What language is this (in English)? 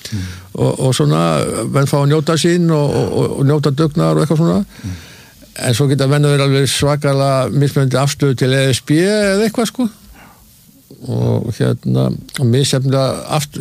Icelandic